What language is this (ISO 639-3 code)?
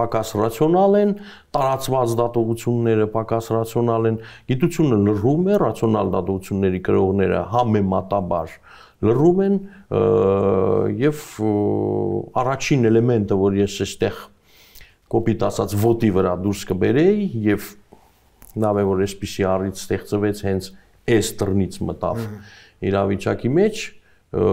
hye